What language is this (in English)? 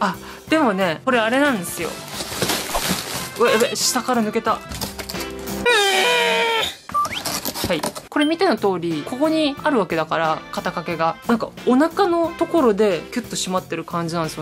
Japanese